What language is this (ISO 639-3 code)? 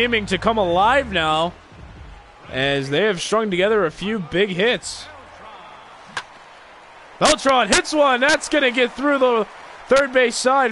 eng